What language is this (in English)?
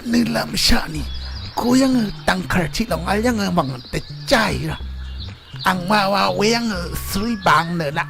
Rawang